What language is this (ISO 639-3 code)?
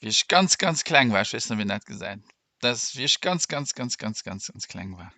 ltz